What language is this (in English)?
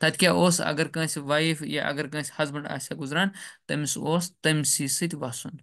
Kashmiri